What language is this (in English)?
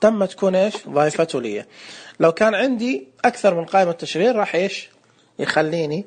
Najdi Arabic